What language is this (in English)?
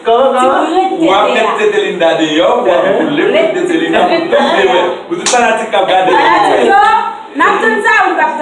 Haitian Creole